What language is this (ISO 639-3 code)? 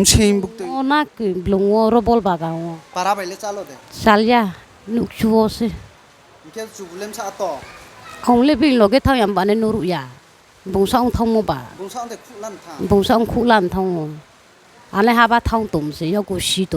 ria